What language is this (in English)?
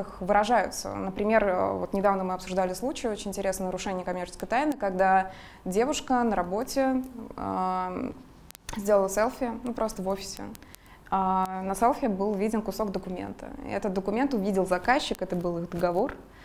Russian